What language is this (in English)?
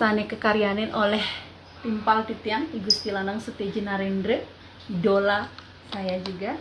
Balinese